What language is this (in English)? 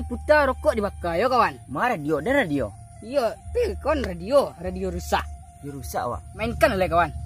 Minangkabau